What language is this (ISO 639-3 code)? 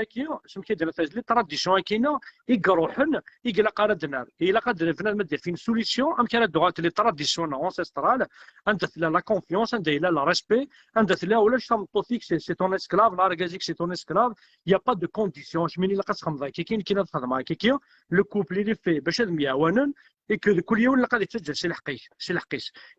kab